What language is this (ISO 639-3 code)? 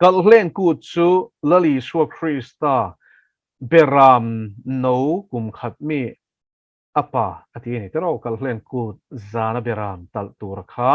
lus